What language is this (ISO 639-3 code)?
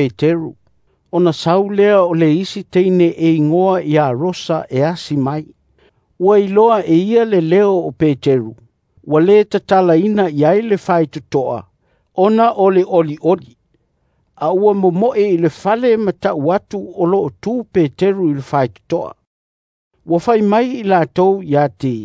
smo